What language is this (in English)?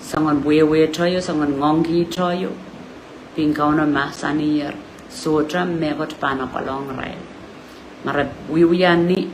Pohnpeian